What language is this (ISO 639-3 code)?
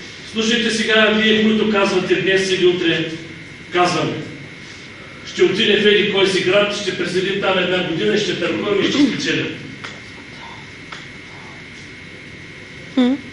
bul